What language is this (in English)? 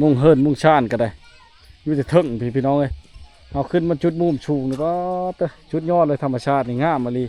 Lao